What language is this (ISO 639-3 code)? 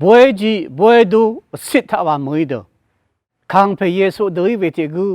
raw